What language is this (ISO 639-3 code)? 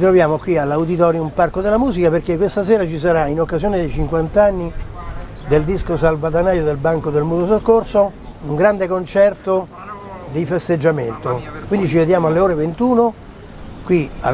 ita